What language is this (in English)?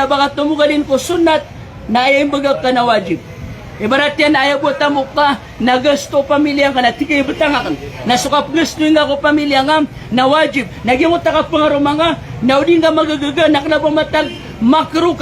Maranao